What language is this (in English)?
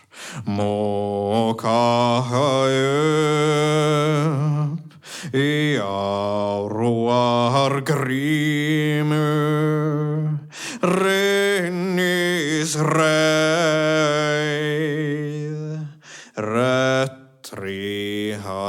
Icelandic